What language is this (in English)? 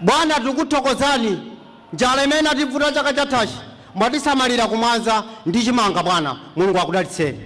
Nyanja